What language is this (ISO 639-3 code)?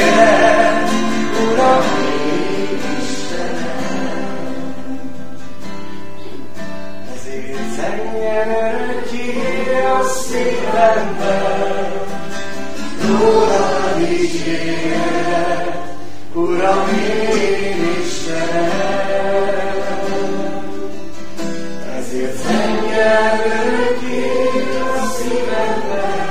hun